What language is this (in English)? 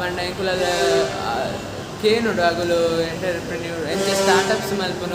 Tulu